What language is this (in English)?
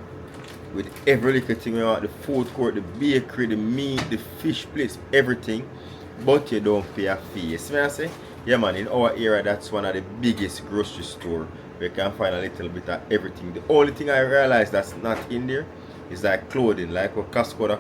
Jamaican Creole English